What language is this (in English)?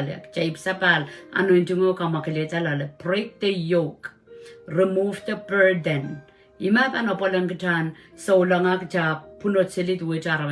Pohnpeian